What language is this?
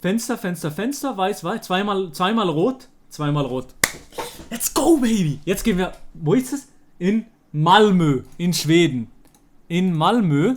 Swiss German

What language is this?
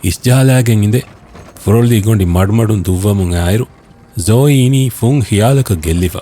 Divehi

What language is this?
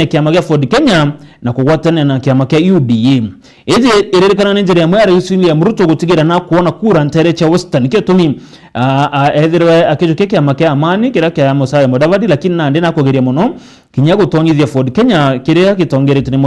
Meru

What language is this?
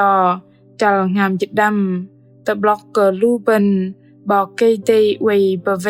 Bahnar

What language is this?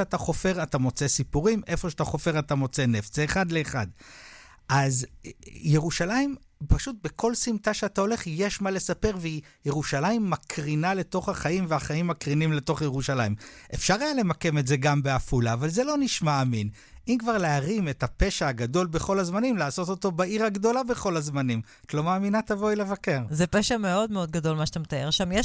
Hebrew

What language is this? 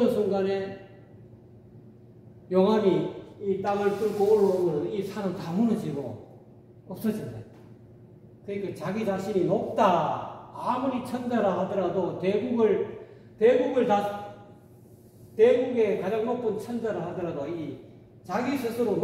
Korean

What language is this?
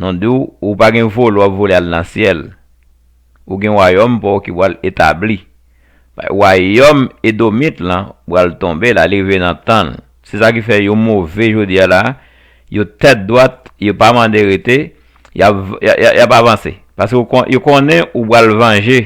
Haitian Creole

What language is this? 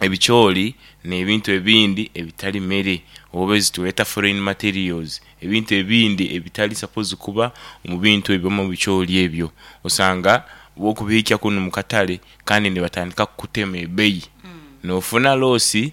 Nyankole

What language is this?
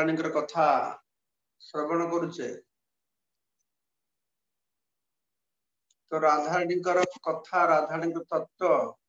Odia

